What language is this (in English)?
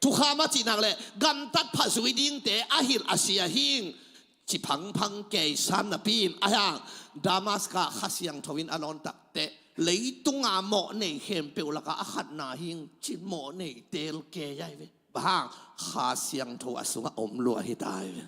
Tedim Chin